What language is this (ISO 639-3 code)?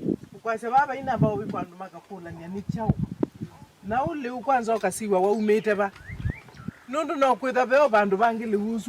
kam